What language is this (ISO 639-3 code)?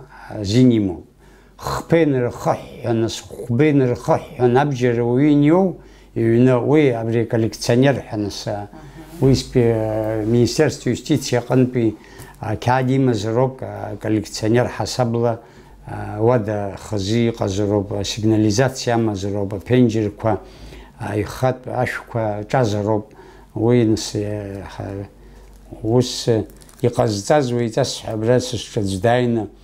abk